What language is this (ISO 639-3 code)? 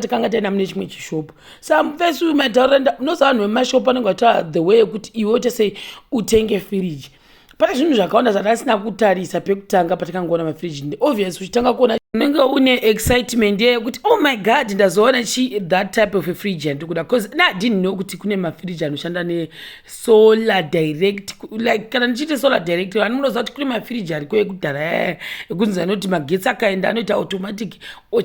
sna